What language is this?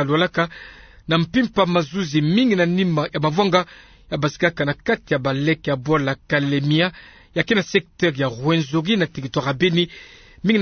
Kituba (Democratic Republic of Congo)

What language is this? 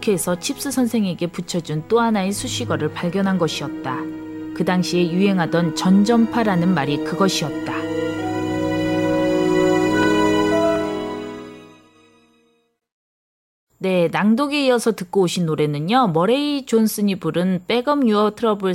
Korean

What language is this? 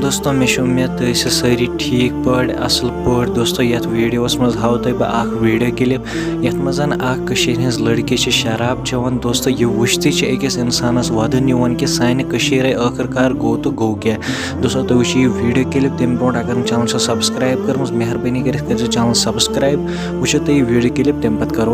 Kashmiri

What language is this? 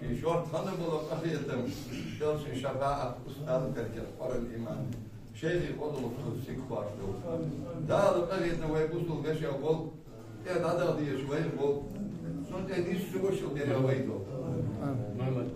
Ingush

